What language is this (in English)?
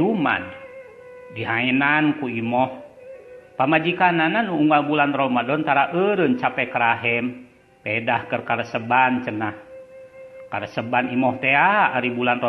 Sundanese